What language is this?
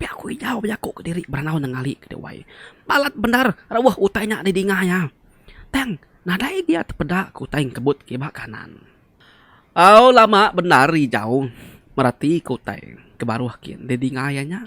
Iban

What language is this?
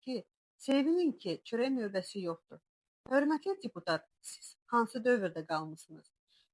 Azerbaijani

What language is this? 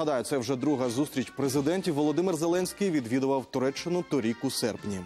Ukrainian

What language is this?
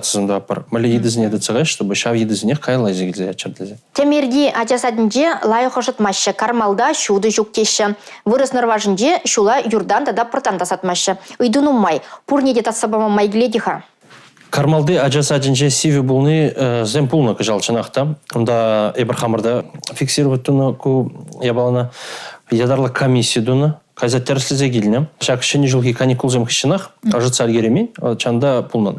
Chuvash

